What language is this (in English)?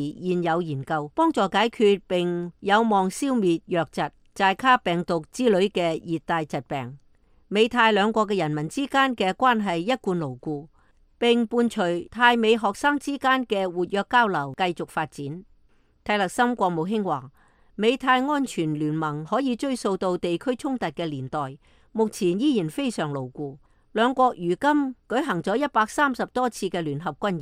Cantonese